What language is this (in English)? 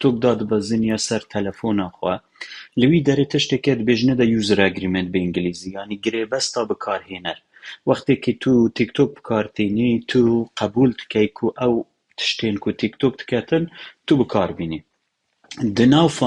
Central Kurdish